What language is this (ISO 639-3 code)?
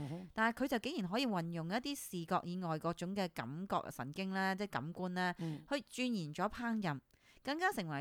yue